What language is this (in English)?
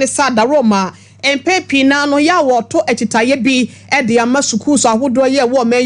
Akan